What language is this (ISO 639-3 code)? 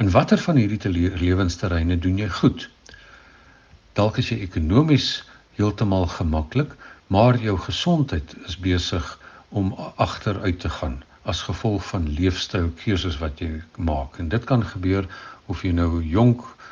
afr